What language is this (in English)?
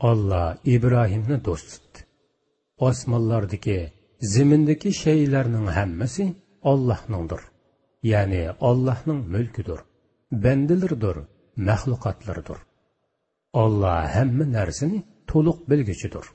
Uyghur